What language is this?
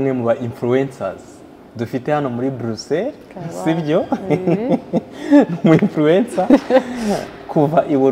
Kinyarwanda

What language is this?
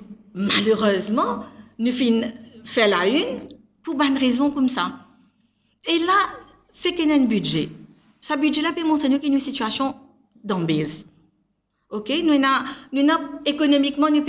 Morisyen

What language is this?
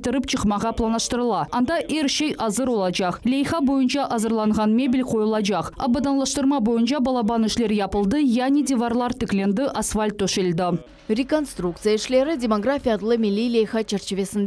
Crimean Tatar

